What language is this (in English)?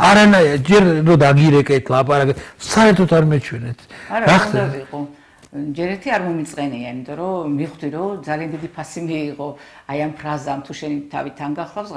Georgian